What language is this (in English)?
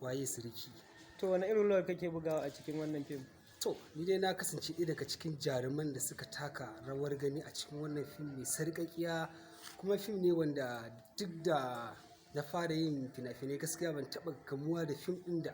Hausa